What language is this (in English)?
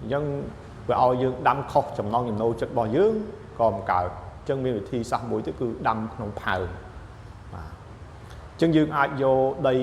Khmer